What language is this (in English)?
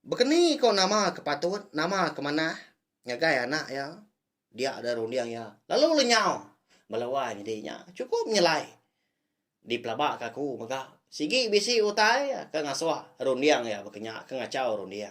Iban